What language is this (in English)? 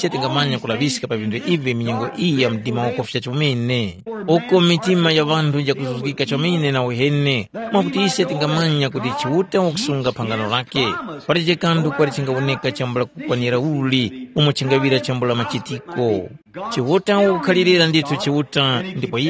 Tumbuka